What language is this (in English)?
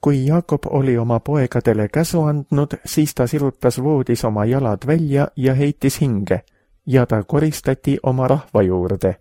Estonian